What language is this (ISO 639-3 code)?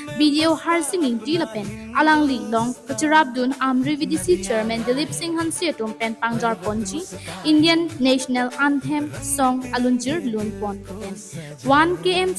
mjw